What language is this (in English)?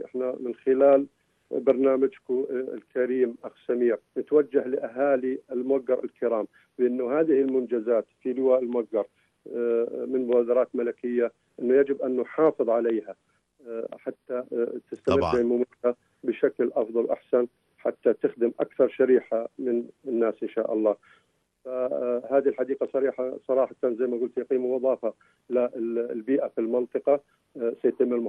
North Levantine Arabic